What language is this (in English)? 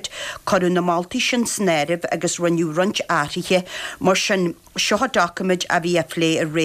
Irish